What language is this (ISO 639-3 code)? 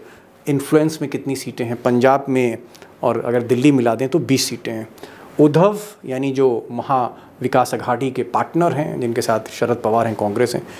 hin